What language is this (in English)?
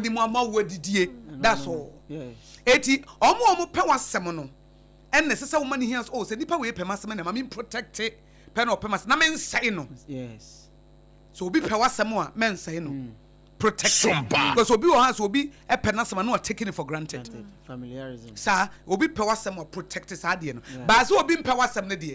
Akan